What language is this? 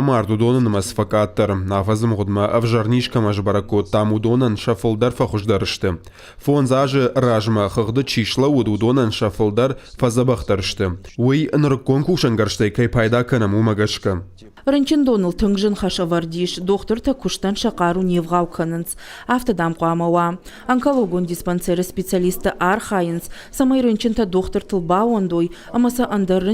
Ossetic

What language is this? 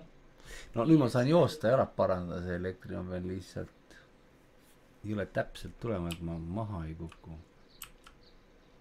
Estonian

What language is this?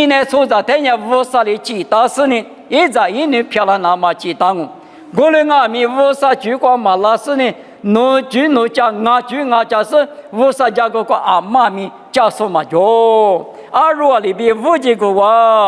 Lisu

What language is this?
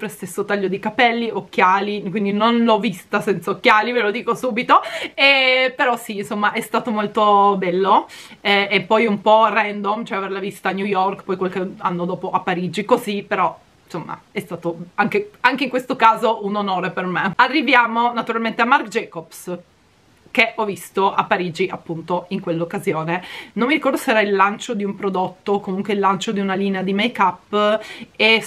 Italian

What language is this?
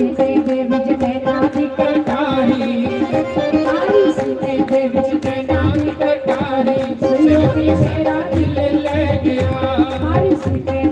Dogri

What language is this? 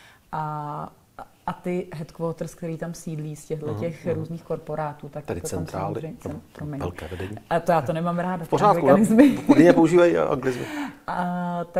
Czech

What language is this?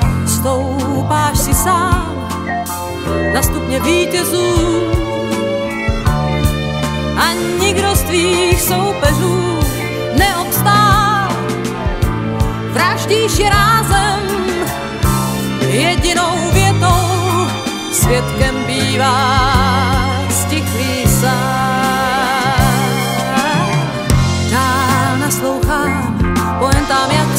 Czech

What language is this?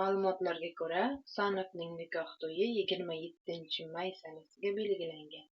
Uzbek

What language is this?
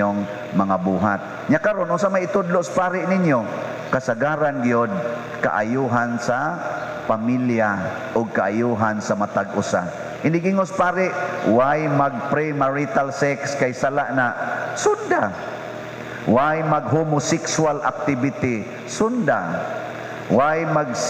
Cebuano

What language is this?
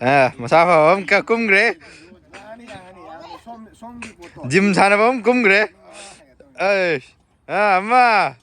Manipuri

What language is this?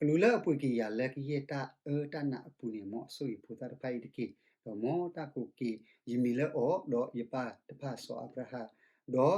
S'gaw Karen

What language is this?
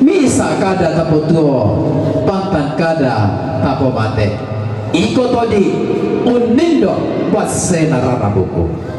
Toraja-Sa'dan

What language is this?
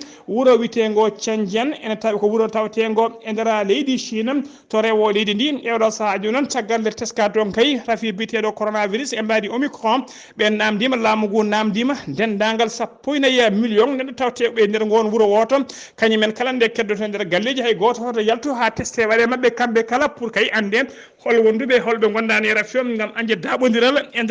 Fula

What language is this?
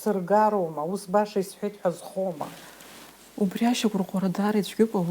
Abkhazian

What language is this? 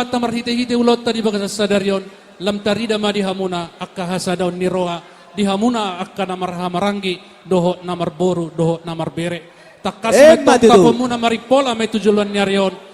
Batak Toba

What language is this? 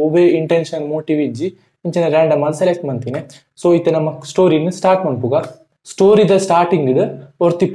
Tulu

